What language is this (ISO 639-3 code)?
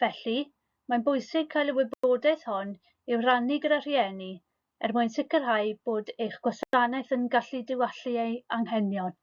cym